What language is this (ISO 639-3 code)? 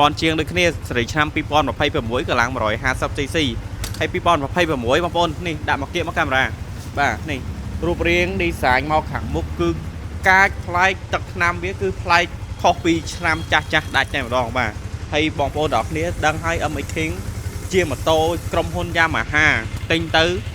khm